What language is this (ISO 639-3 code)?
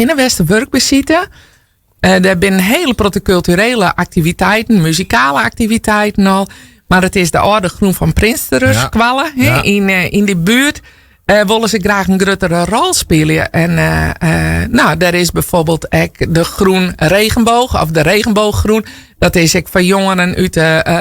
fry